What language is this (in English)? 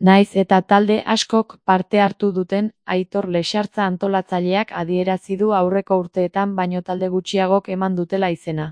Basque